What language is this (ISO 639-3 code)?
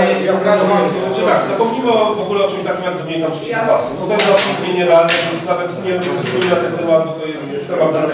pol